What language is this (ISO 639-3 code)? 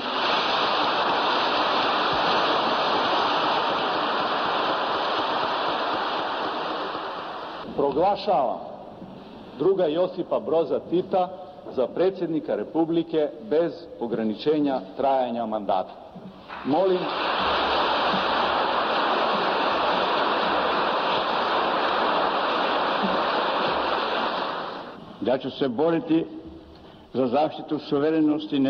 srp